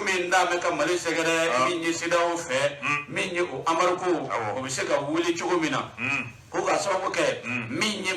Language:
Bambara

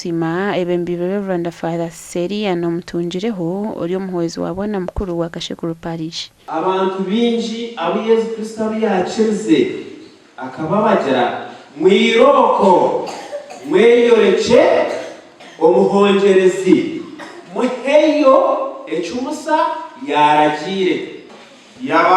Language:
Nyankole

